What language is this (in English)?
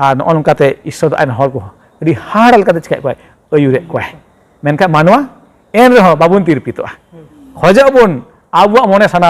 Santali